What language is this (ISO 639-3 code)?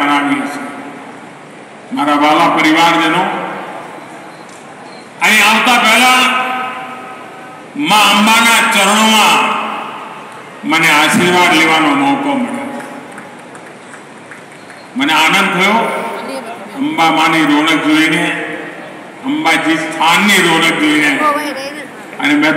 guj